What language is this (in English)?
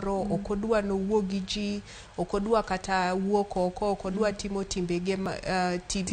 Luo (Kenya and Tanzania)